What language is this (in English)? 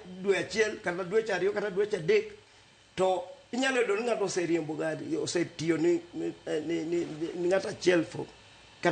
Luo (Kenya and Tanzania)